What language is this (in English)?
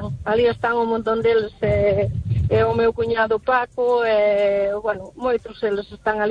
Galician